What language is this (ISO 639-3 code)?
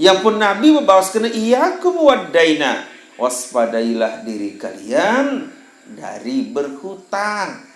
sas